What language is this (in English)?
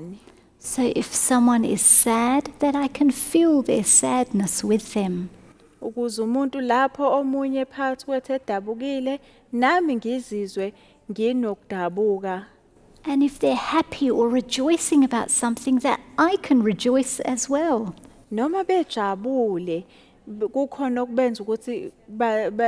Zulu